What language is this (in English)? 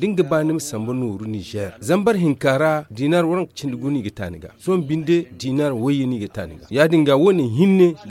Zarma